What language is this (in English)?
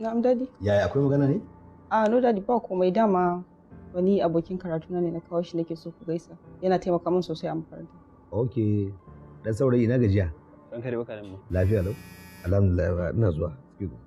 Hausa